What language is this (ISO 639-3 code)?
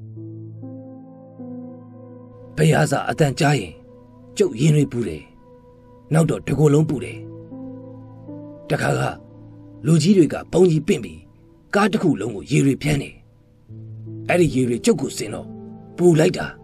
mya